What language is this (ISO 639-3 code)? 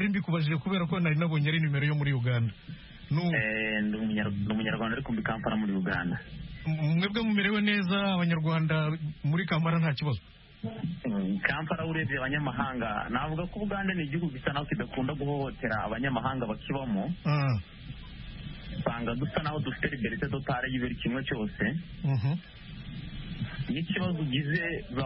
kin